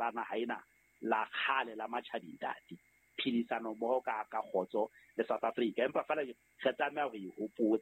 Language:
Southern Sotho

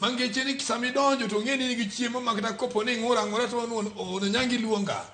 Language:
Luo (Kenya and Tanzania)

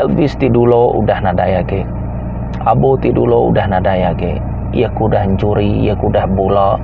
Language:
Iban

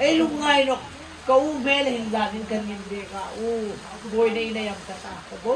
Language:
Hmar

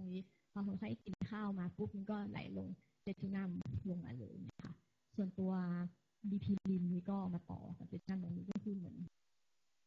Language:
Thai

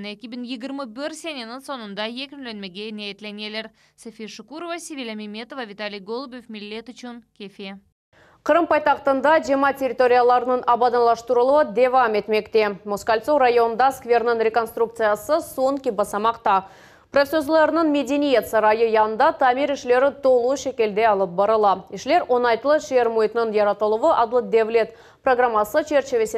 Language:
Crimean Tatar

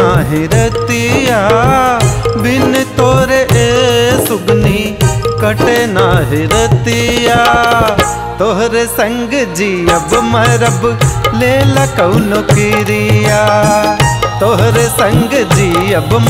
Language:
Bhojpuri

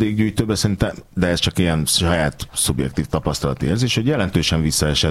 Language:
Hungarian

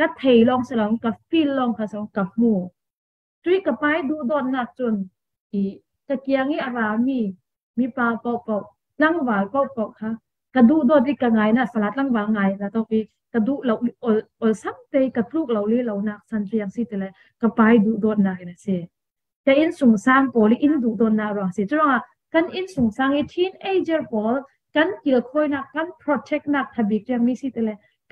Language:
Falam Chin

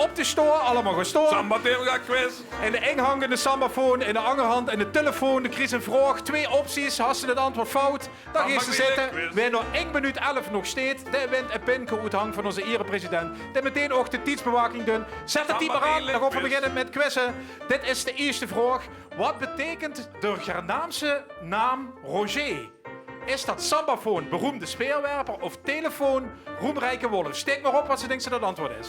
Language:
Limburgish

